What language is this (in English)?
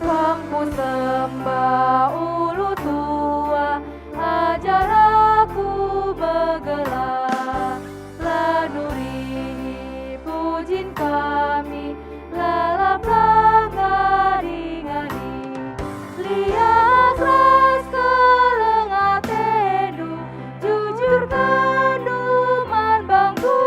Batak Karo